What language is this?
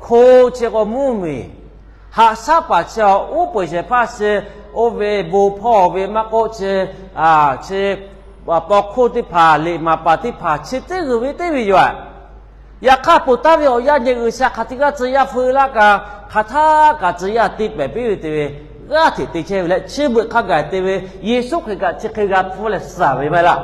Lahu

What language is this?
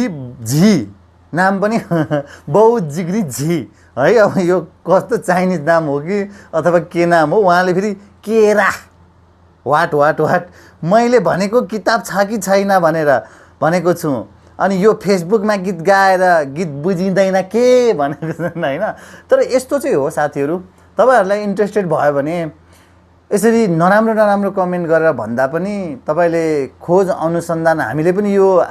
Nepali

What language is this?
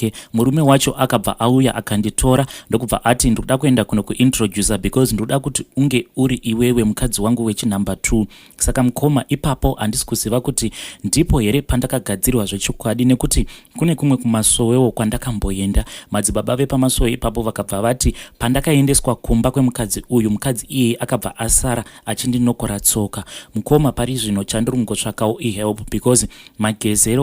Shona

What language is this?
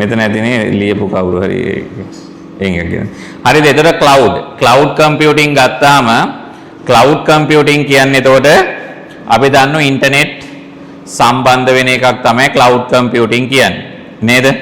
Sinhala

